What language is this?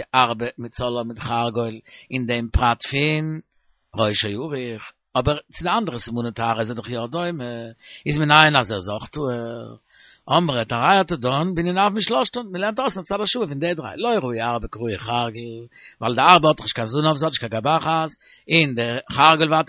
Yiddish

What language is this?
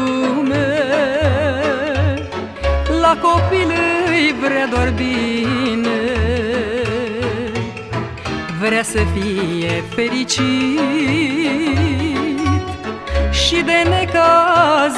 Romanian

